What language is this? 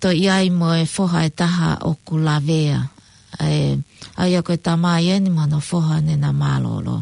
Tongan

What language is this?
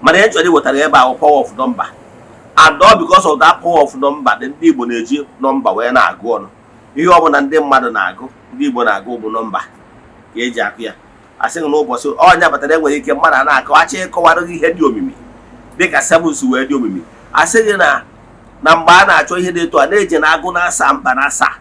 Igbo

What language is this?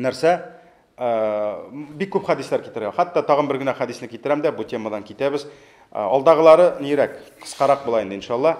Tatar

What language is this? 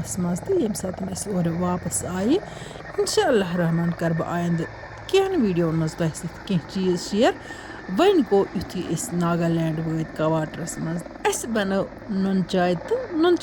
Kashmiri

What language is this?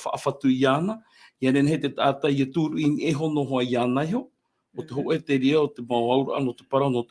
Tahitian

